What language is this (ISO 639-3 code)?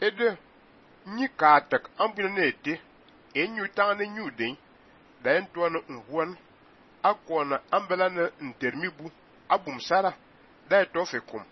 fan